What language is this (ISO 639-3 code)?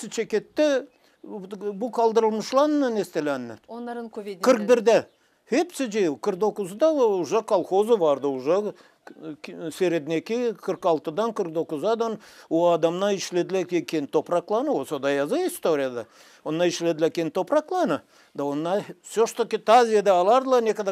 gag